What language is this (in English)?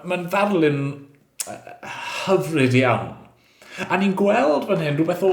Welsh